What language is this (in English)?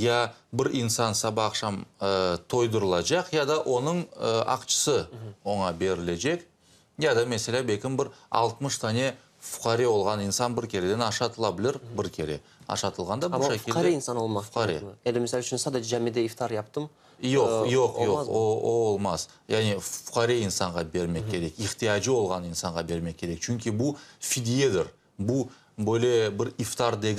Crimean Tatar